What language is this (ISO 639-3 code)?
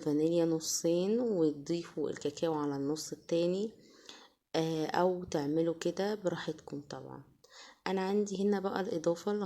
arz